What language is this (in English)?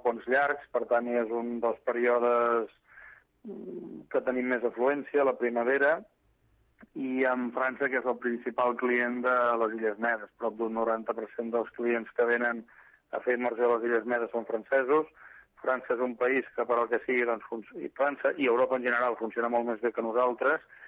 Catalan